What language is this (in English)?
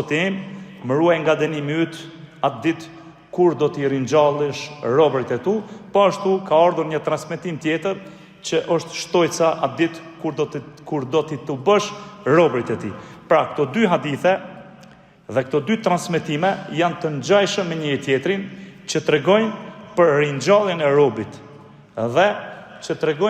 Albanian